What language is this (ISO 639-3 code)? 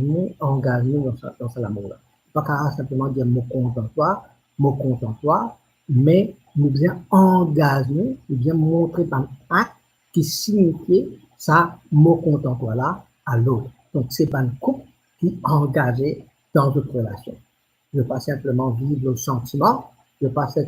mfe